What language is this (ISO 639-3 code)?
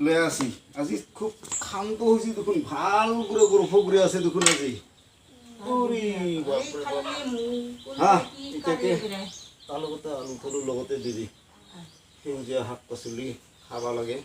asm